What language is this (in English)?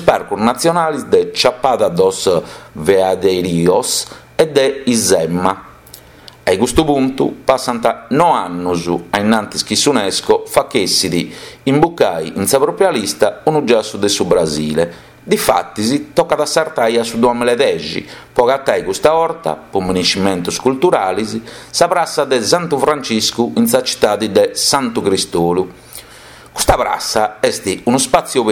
Sardinian